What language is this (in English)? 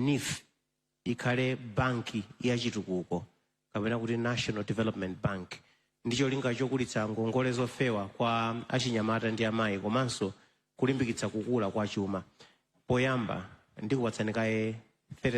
Nyanja